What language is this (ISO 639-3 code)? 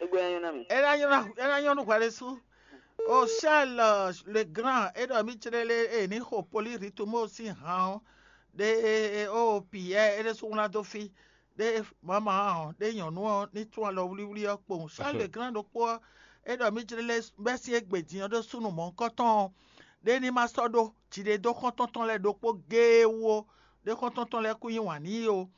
fon